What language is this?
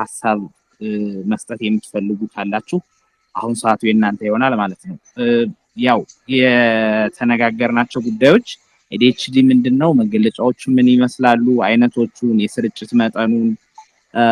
Amharic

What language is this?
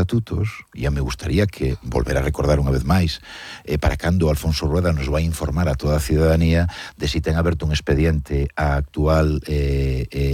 Galician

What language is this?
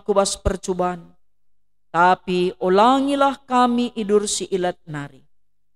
Batak Karo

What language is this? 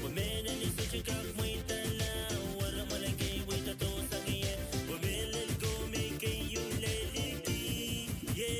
Pohnpeian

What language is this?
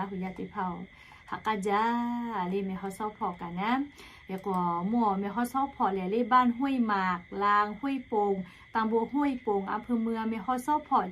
Lahu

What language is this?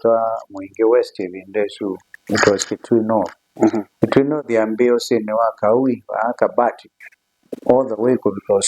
Kamba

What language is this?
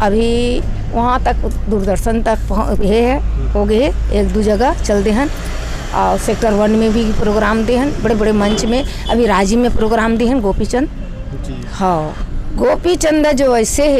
Chhattisgarhi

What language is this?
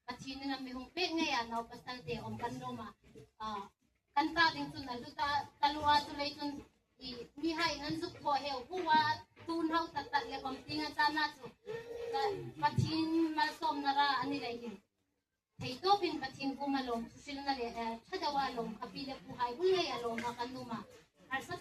Hmar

